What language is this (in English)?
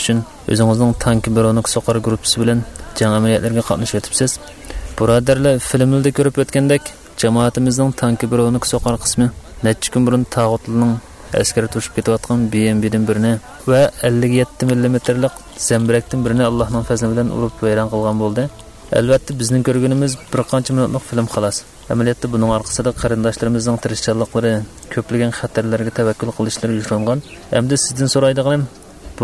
Uyghur